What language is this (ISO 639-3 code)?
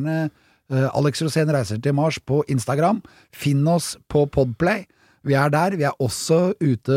nor